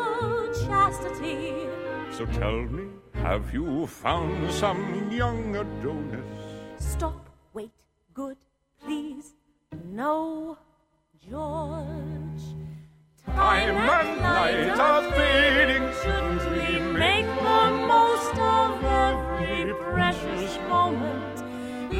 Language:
English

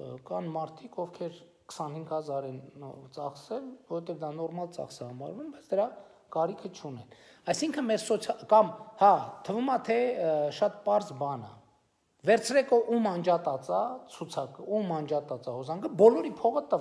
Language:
Armenian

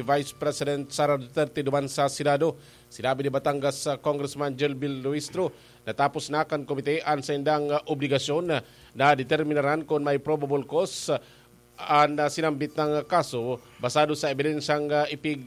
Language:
Bikol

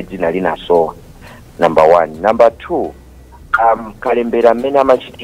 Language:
Nyanja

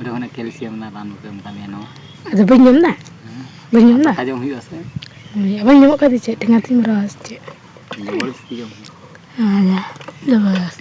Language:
Santali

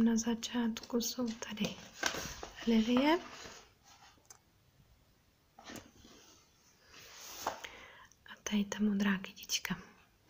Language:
Czech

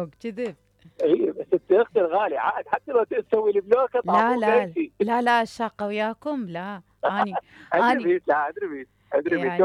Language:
Mesopotamian Arabic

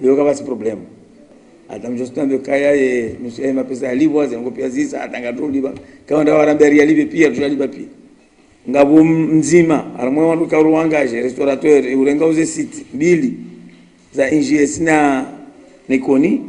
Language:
Ngazidja Comorian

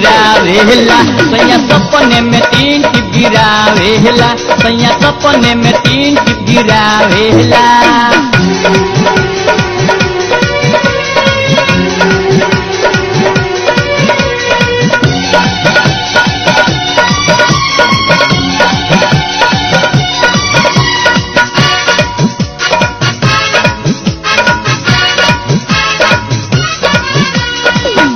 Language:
Bhojpuri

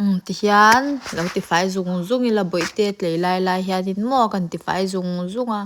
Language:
Mizo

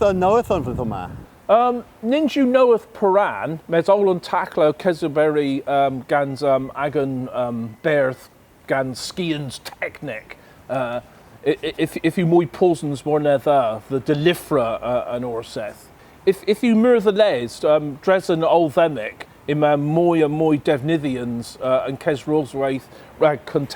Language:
Cornish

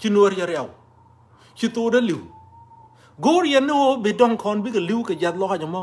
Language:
Nuer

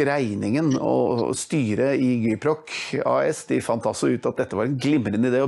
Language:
Norwegian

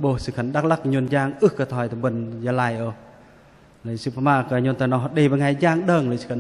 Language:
Bahnar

